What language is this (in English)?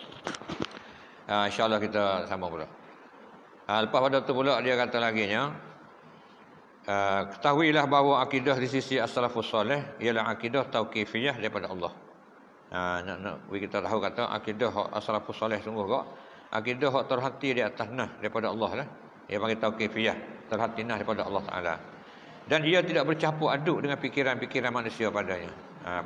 Malay